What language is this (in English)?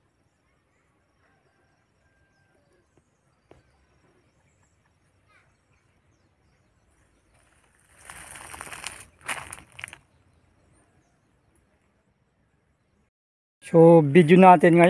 Filipino